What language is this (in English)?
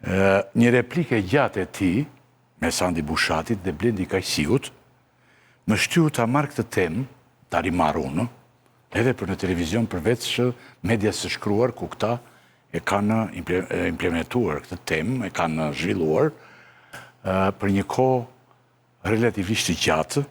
Albanian